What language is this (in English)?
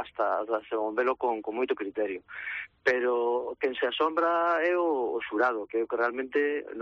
Galician